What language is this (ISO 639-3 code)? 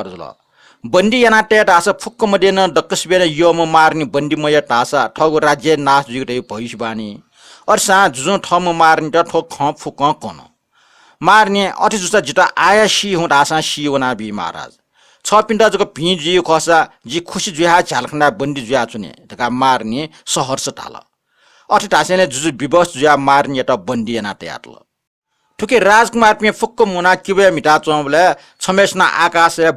new